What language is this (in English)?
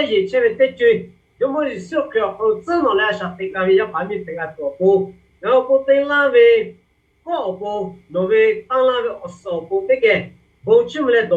Lahu